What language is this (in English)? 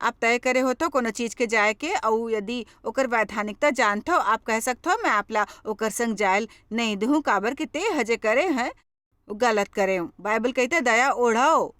Chhattisgarhi